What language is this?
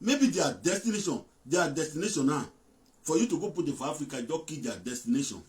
Nigerian Pidgin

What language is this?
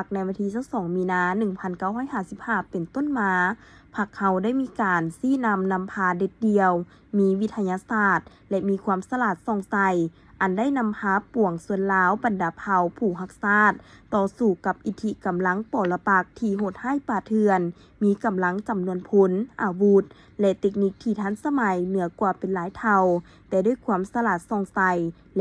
Lao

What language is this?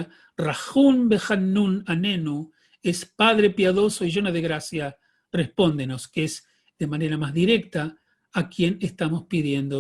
Ladino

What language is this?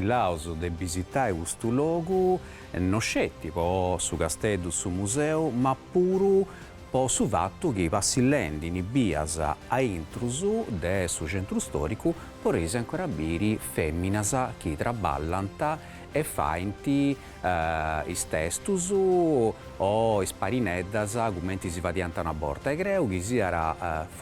Sardinian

